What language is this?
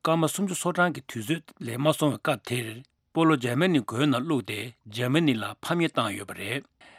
Tibetan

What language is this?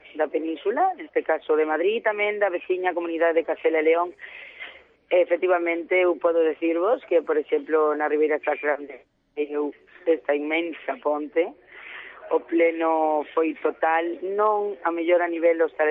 Galician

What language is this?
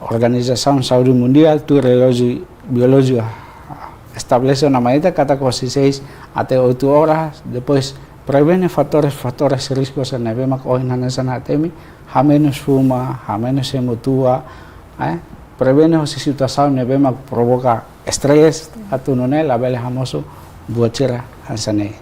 Tetum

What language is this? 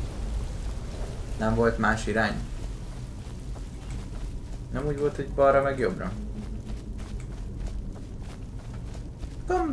Hungarian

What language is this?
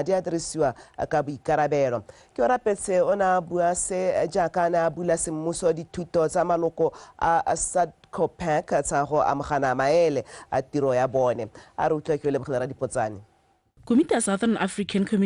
Tswana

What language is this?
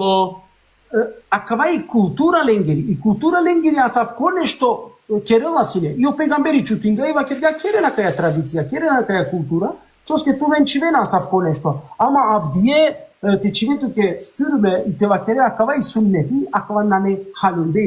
Balkan Romani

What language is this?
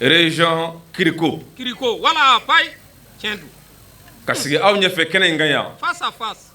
Bambara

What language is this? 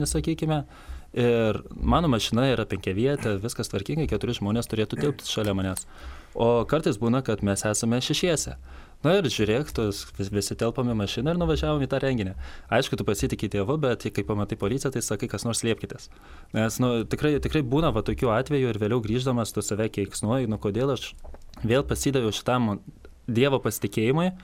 Lithuanian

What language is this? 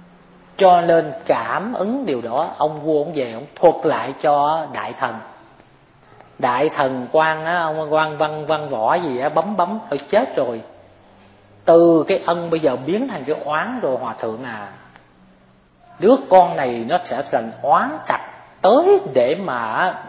Vietnamese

